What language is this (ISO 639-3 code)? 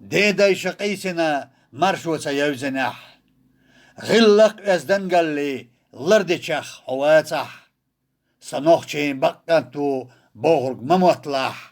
che